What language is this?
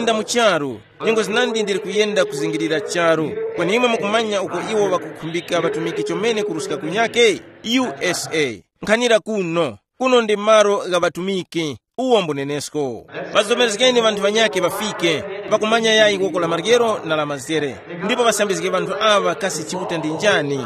Tumbuka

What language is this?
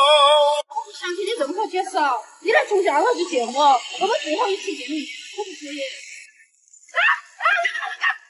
Chinese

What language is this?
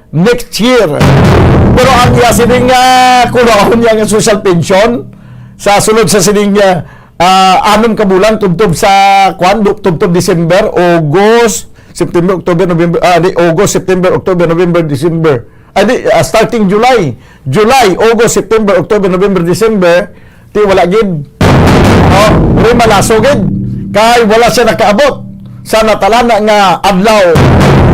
Hiligaynon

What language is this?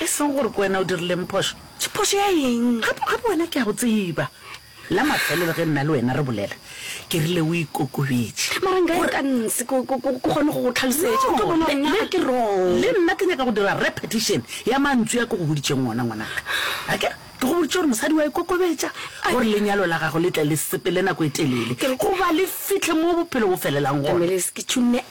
Northern Sotho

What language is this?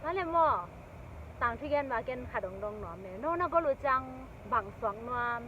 Tedim Chin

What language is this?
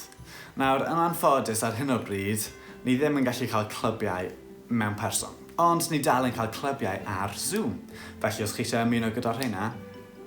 Welsh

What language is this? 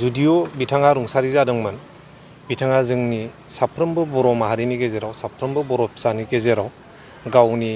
Bodo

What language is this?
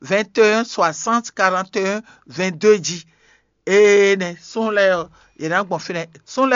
Fon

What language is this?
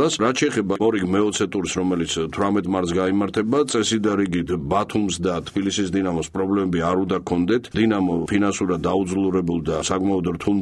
Georgian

